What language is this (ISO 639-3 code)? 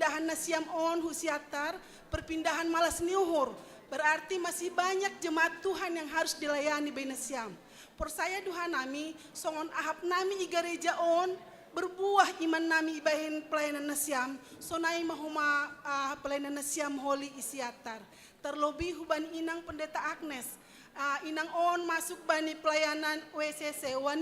bts